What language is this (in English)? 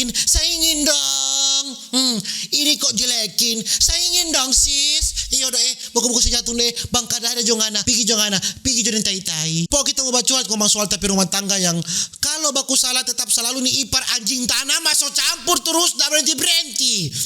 Manado Malay